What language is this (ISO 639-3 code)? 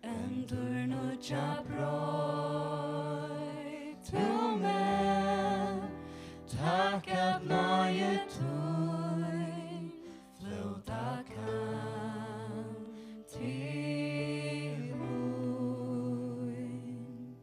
fao